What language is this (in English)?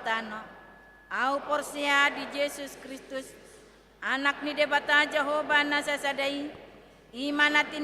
Batak Toba